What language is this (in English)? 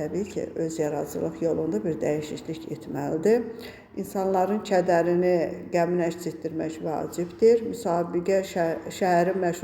Azerbaijani